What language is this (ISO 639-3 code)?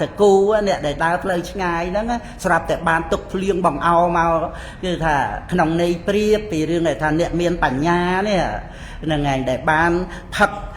khm